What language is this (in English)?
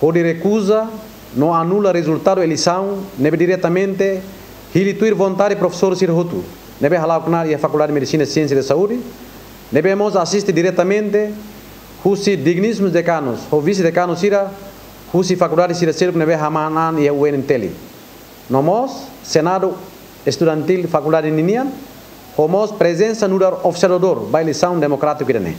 Tetum